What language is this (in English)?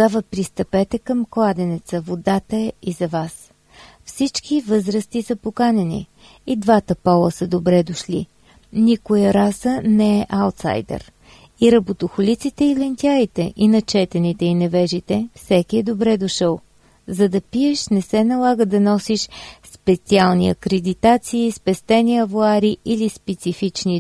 Bulgarian